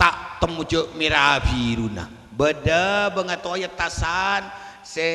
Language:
Madurese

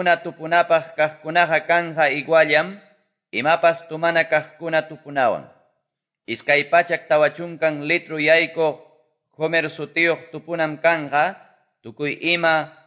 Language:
Quechua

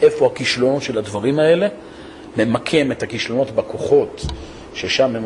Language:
Hebrew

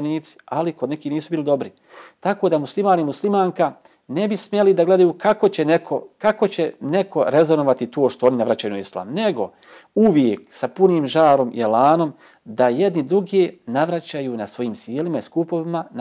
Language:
Bosnian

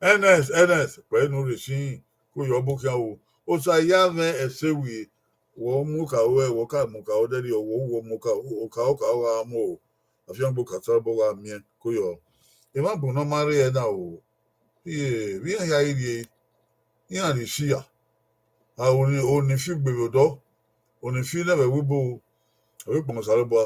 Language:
Bini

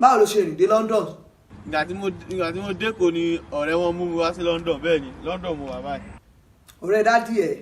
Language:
Yoruba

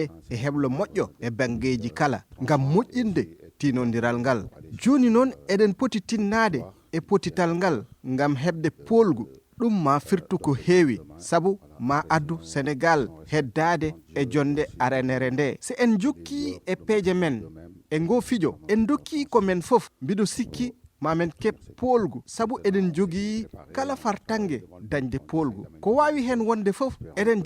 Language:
Fula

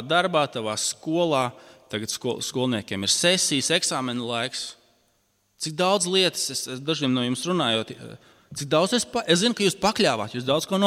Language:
Latvian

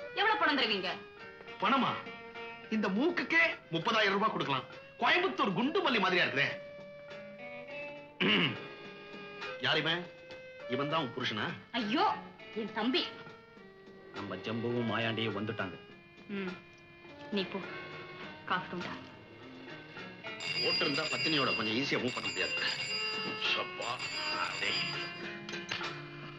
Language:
Tamil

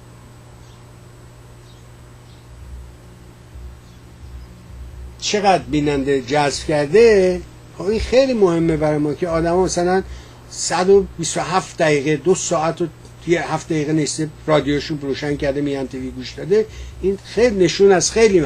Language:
Persian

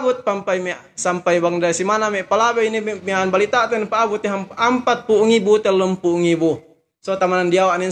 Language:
Yakan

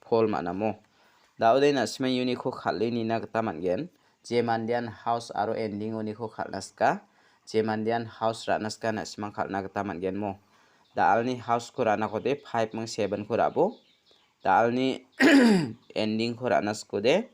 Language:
Garo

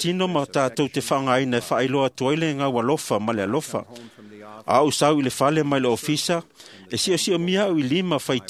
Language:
Samoan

